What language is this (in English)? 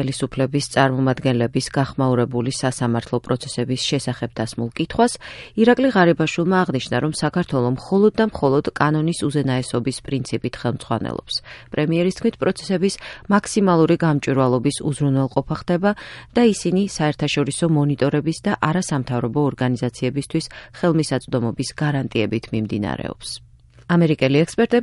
Georgian